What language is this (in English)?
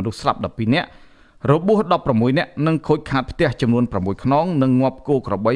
Khmer